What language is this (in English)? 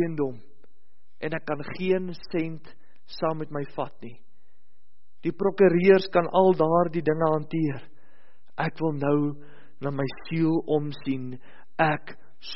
Afrikaans